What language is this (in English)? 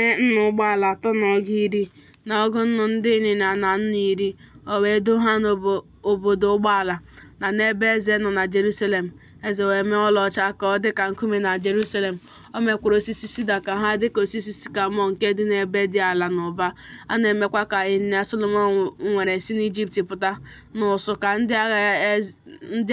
Igbo